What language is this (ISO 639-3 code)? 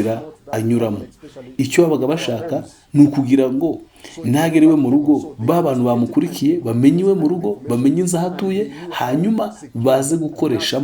kin